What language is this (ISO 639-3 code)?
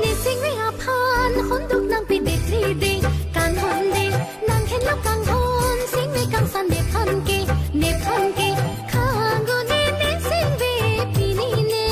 mjw